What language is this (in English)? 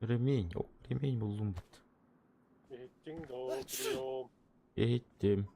Yakut